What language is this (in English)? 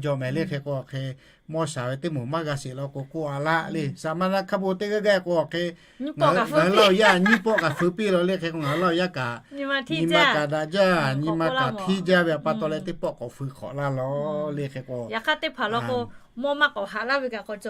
Lahu